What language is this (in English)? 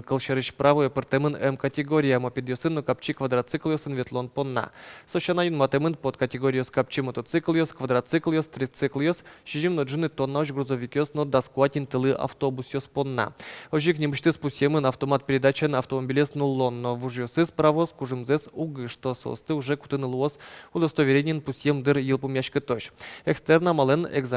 Udmurt